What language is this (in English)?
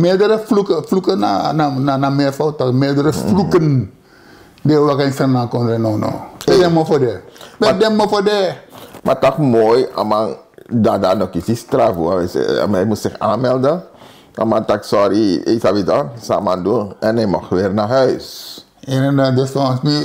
Sranan Tongo